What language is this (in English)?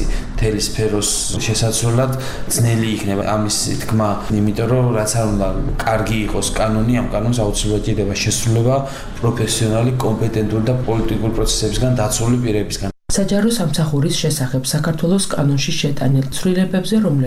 Georgian